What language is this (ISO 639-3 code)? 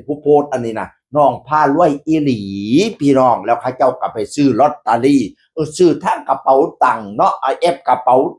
tts